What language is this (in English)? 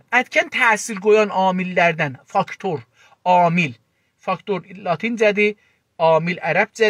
South Azerbaijani